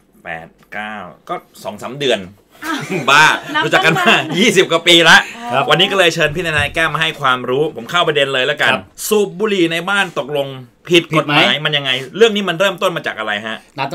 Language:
Thai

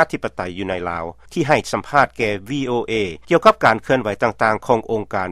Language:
Lao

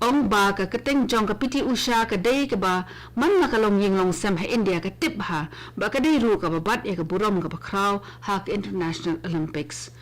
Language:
Khasi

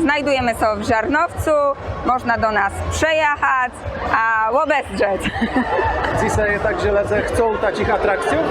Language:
Kashubian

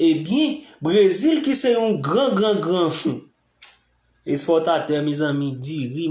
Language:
Haitian Creole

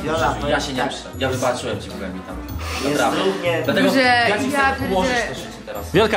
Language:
Polish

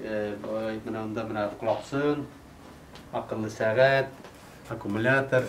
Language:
Bashkir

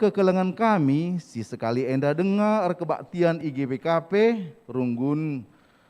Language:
Batak Karo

